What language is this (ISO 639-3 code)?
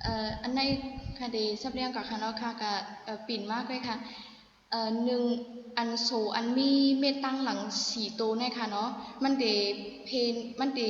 shn